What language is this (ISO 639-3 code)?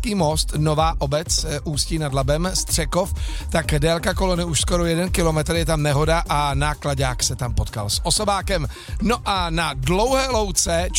ces